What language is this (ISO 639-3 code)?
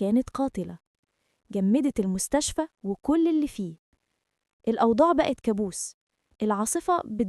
arz